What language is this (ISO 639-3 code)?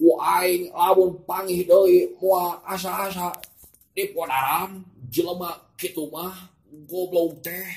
sun